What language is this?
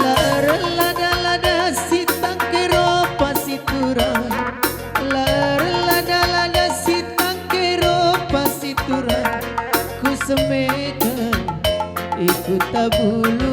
Batak Karo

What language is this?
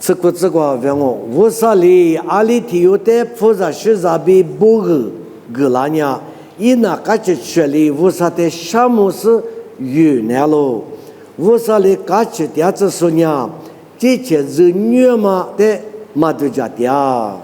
Lisu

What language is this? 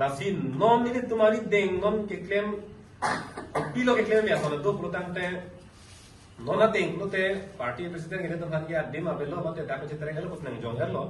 Karbi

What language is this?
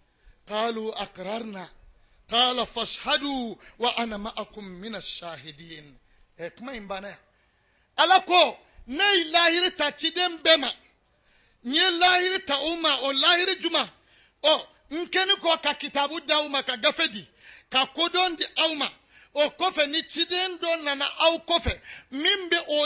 Bambara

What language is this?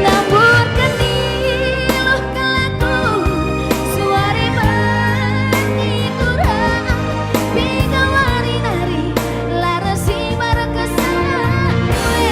Batak Karo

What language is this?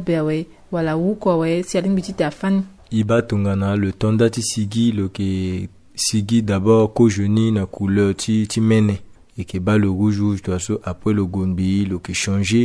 Sango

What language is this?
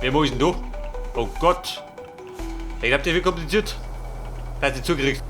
Bavarian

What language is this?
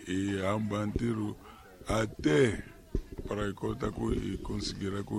Tsonga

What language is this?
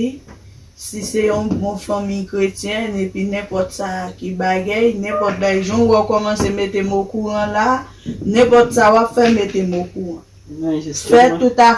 Haitian Creole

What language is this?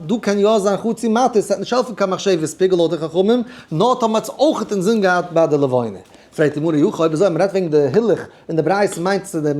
Yiddish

